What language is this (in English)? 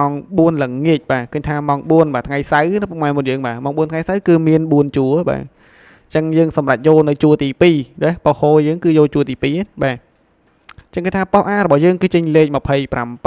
Khmer